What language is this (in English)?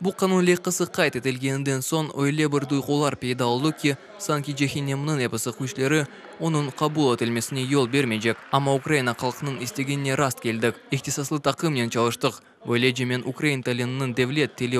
Crimean Tatar